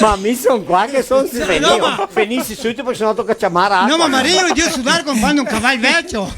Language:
Venetian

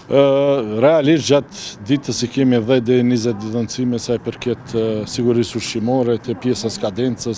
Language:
Albanian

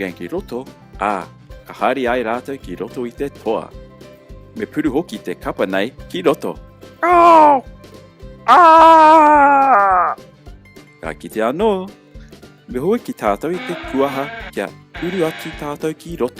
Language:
Māori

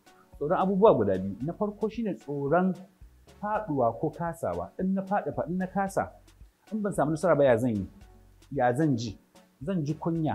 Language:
Hausa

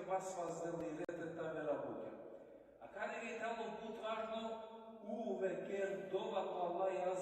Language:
Balkan Romani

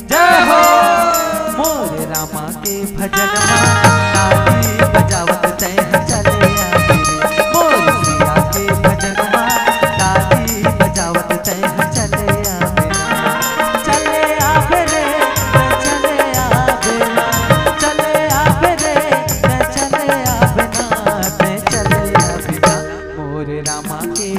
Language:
Chhattisgarhi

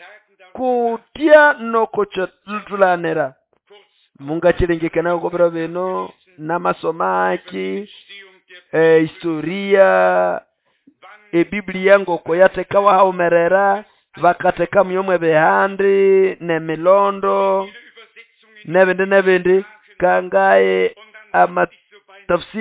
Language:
Nande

